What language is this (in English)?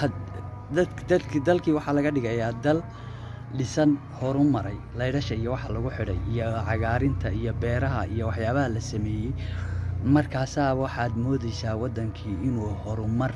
Somali